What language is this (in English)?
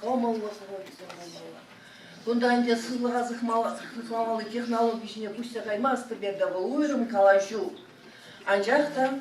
Chuvash